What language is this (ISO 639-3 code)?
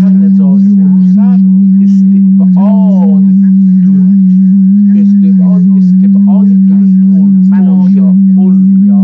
azb